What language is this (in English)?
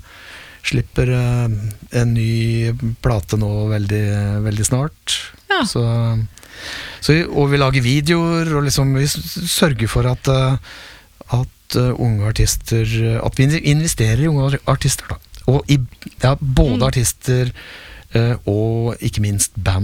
Norwegian